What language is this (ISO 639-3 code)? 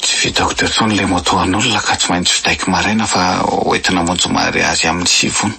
mlg